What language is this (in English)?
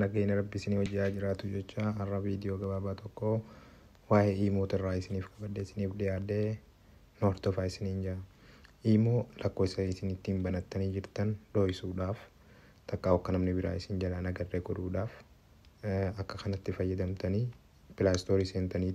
Oromo